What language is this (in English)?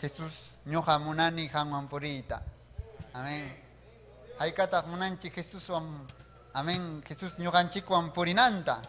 Ayacucho Quechua